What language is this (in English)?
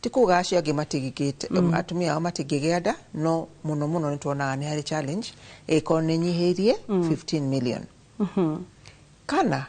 Kikuyu